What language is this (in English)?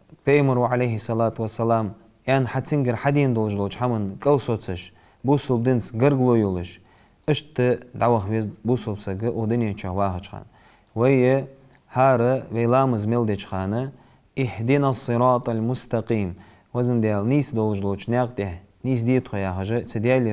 Ingush